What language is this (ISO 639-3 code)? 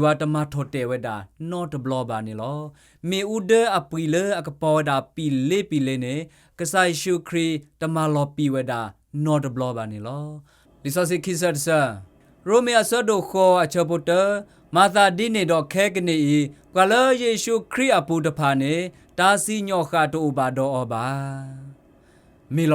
ksw